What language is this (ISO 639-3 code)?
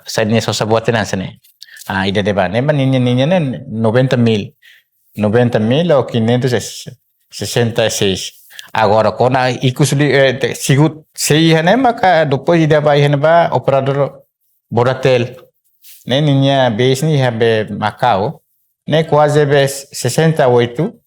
tet